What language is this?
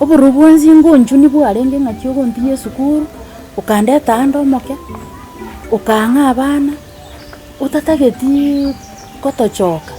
Gusii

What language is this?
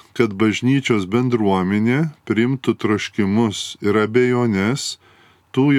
Lithuanian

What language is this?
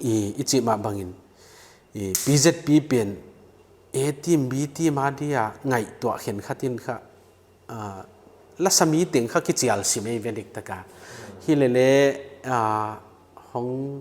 Paite Chin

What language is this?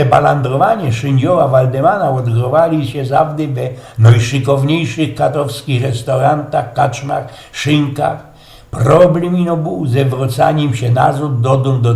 Silesian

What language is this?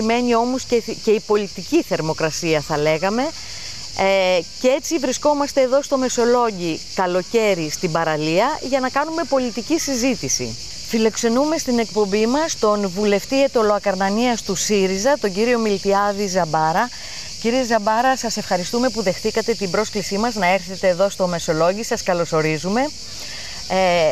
Greek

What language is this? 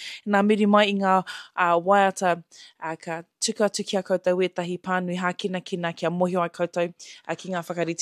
Māori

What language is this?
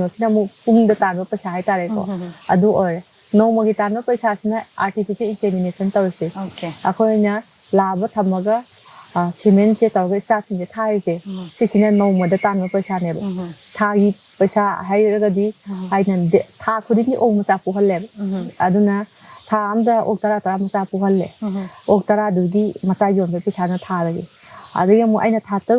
Manipuri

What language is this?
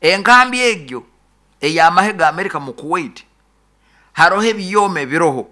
Nyoro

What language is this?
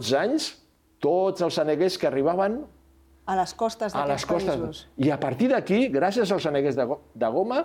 Catalan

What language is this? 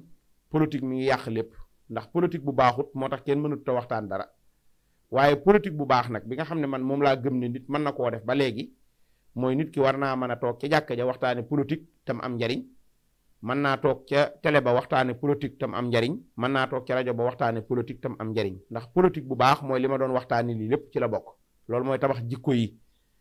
Wolof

